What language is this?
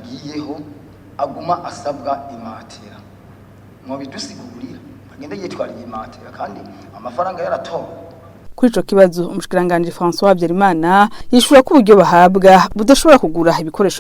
Rundi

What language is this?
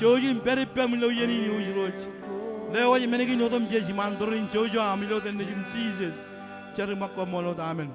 Marshallese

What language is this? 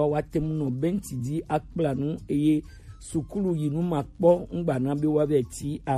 Gen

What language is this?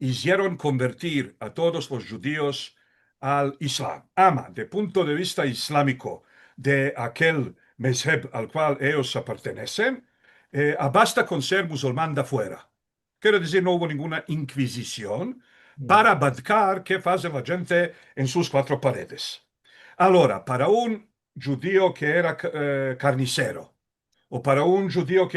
Ladino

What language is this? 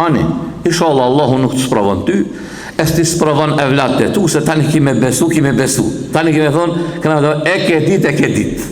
Albanian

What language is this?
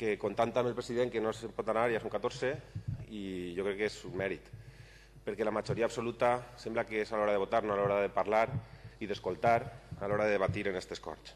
Catalan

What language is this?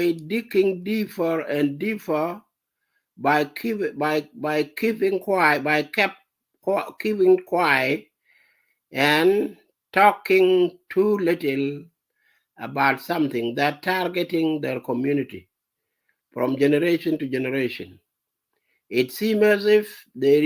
Nuer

